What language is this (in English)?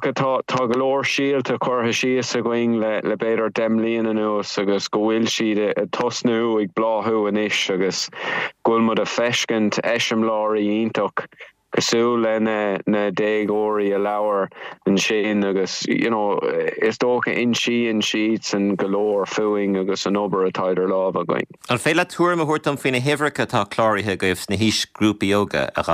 Irish